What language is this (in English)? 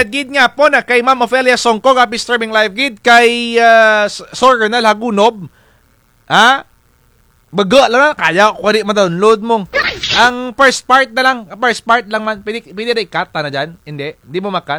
Kinaray-a